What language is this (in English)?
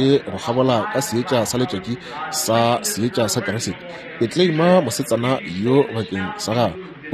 Northern Sotho